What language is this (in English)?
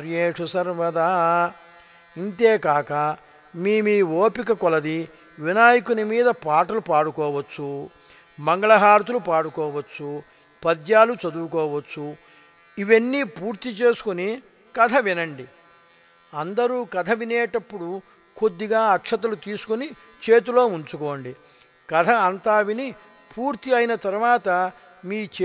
Telugu